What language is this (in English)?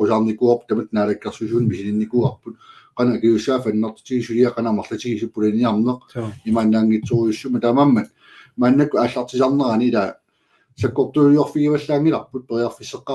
Kalaallisut